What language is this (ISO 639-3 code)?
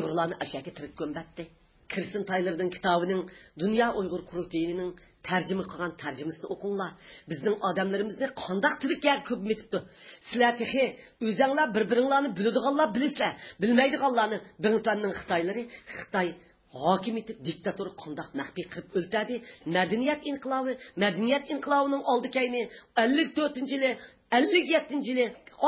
uig